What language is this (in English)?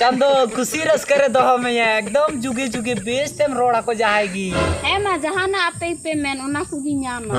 Santali